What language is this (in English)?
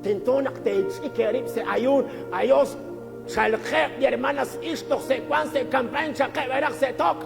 Kekchí